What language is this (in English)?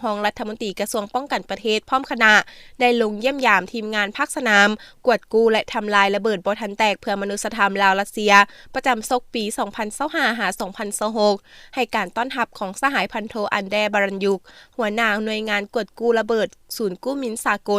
Lao